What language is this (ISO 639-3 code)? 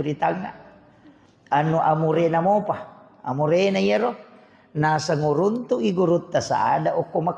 bug